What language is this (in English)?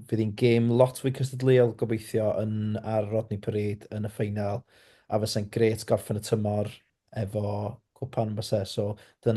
Welsh